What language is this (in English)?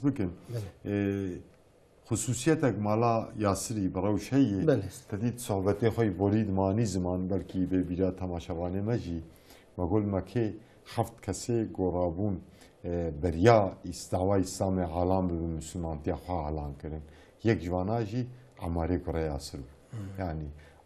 Kurdish